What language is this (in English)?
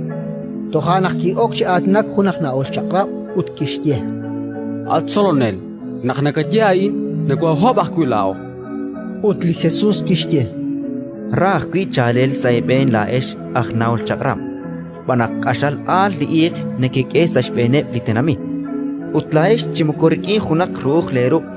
Kekchí